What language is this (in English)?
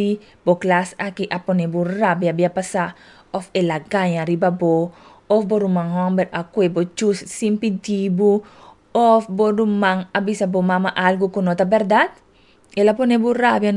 Papiamento